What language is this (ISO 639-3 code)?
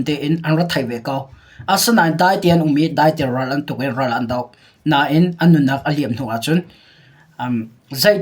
cnh